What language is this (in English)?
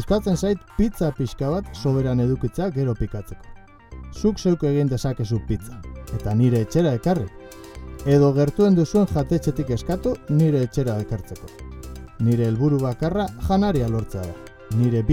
Basque